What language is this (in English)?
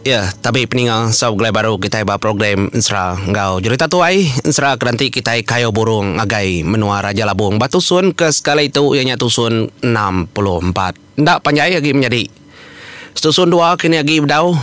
Iban